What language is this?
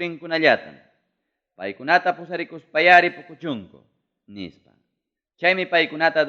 Ayacucho Quechua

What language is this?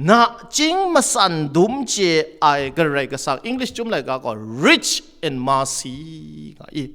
Kachin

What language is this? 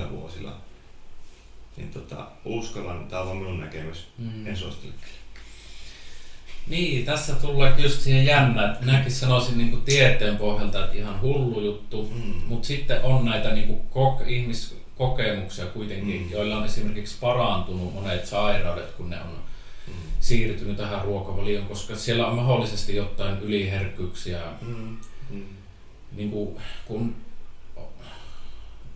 Finnish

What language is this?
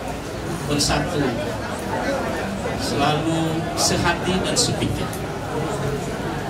Indonesian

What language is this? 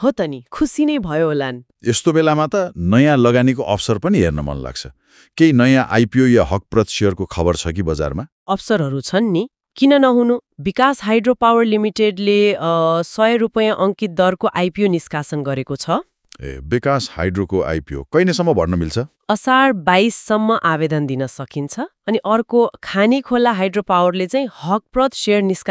Nepali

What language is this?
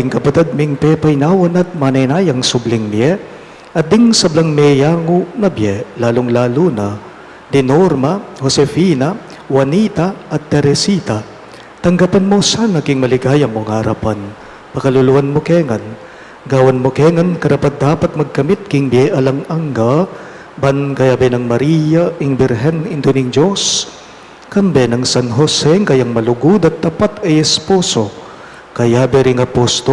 Pampanga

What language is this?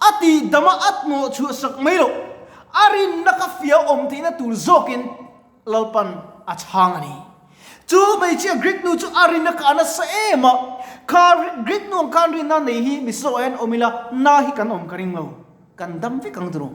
Mizo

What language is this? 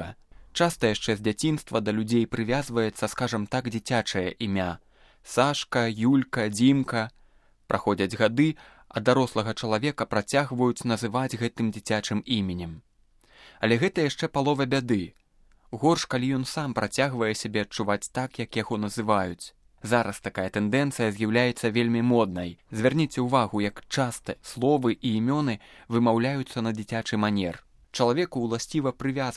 Belarusian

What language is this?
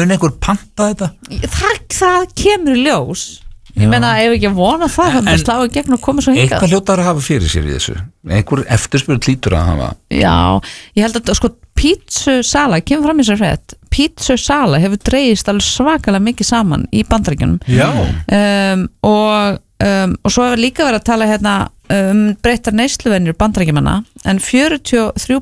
Icelandic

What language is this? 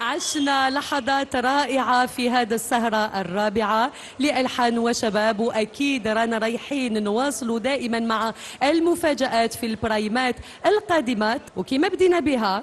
Algerian Arabic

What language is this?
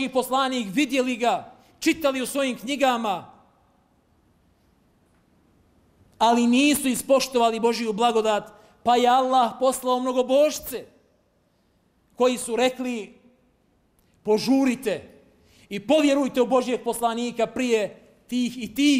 Bosnian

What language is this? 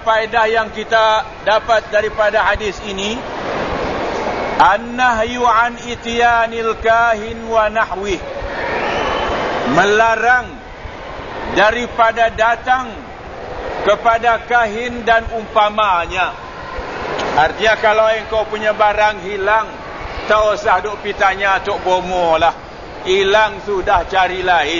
Malay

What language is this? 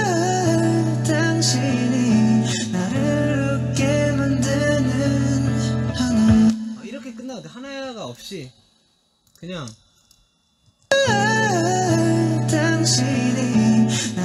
Korean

